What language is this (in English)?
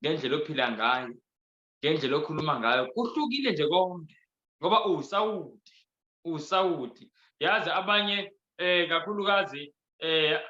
Zulu